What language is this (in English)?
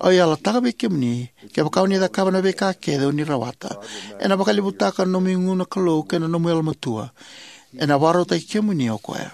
Fijian